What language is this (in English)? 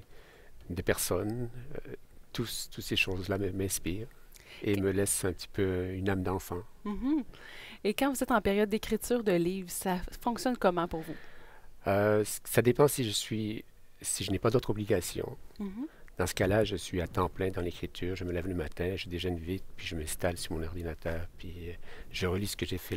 French